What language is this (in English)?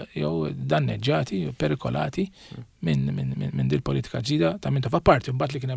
Maltese